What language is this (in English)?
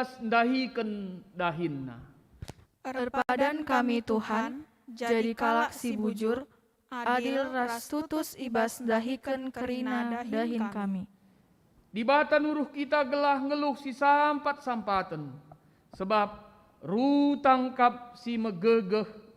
Batak Karo